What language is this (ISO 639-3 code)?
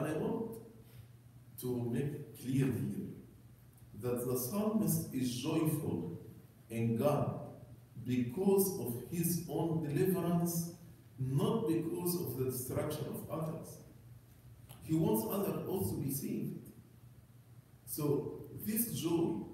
eng